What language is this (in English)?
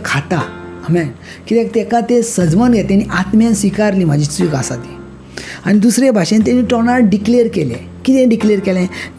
Konkani